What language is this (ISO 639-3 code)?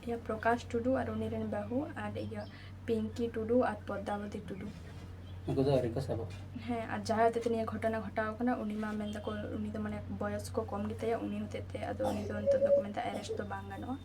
sat